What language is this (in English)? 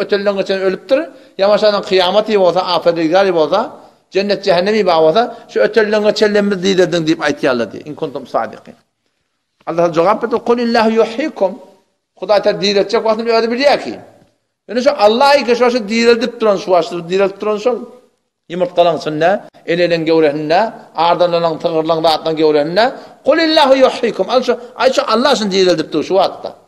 Turkmen